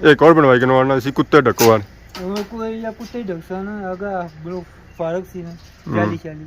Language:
Pahari-Potwari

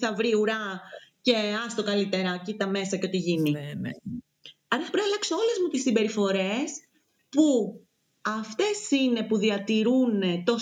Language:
Greek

